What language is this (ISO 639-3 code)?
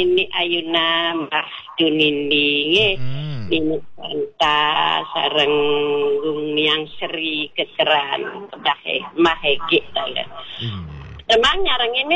ban